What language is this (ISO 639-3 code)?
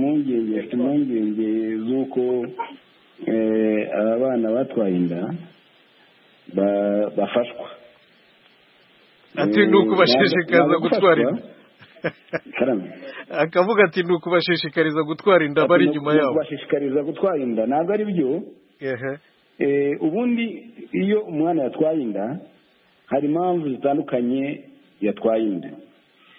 kin